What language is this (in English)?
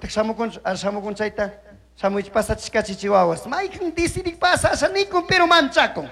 Chimborazo Highland Quichua